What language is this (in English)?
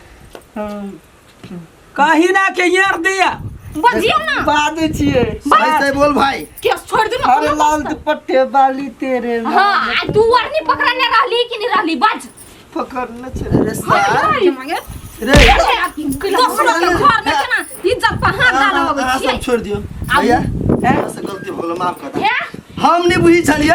Maithili